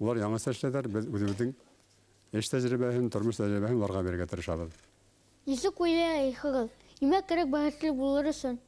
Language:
Bashkir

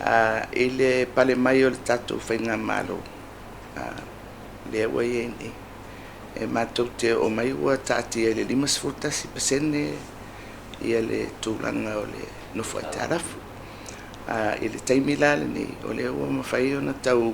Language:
Samoan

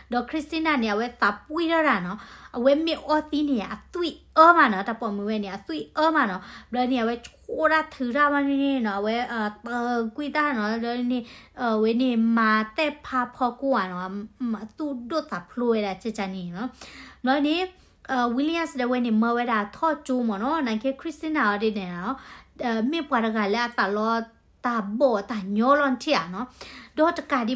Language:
S'gaw Karen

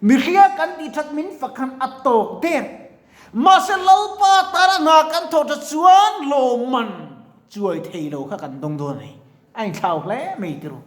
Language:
Mizo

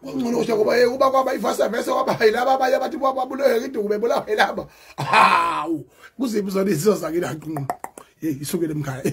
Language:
Zulu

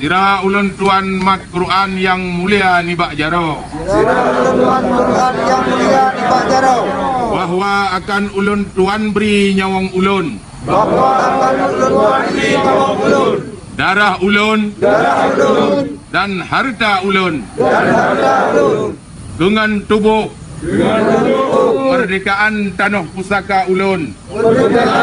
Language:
Achinese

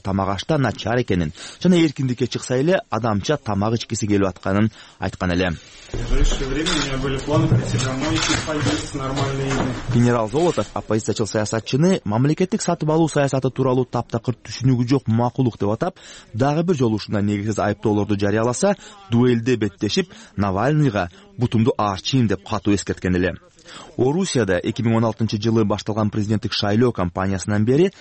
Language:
Kyrgyz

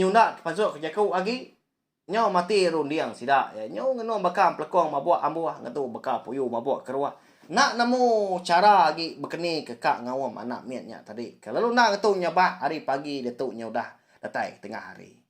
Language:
Iban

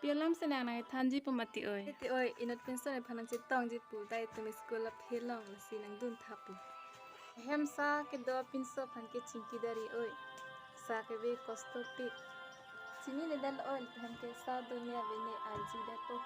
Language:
Karbi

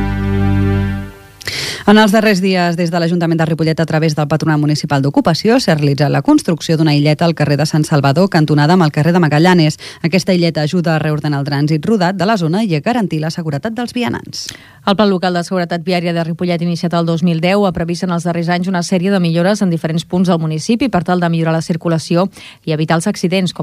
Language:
Catalan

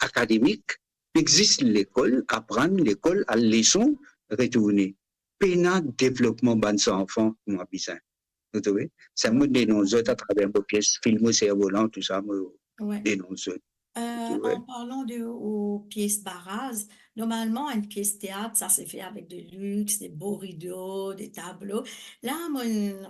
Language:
Morisyen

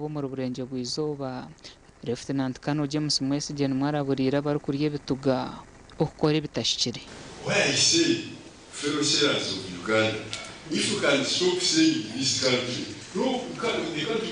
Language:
Nyankole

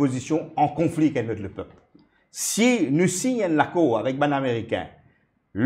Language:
Morisyen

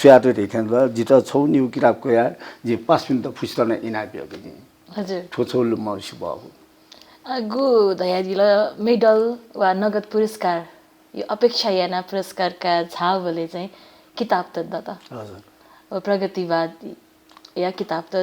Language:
Newari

